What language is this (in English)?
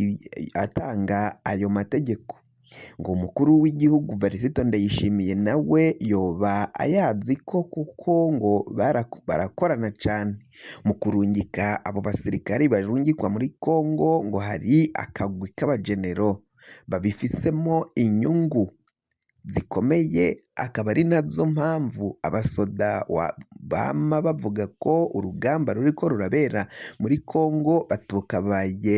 Rundi